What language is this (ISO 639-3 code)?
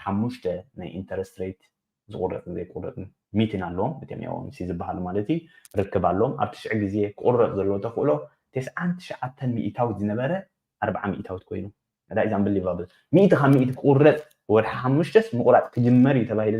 tir